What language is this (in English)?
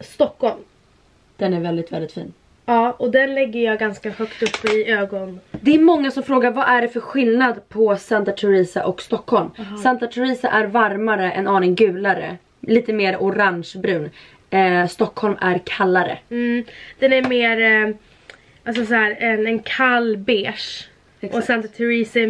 Swedish